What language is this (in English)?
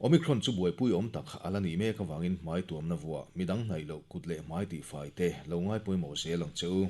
Mizo